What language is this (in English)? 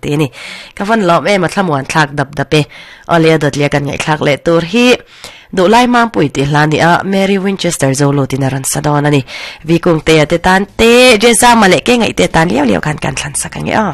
Mizo